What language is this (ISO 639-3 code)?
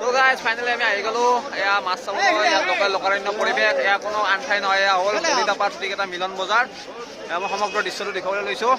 asm